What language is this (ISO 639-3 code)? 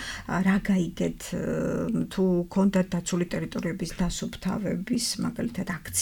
kat